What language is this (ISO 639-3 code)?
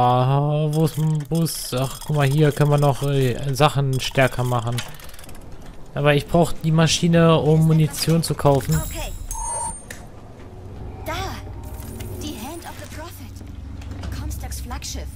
deu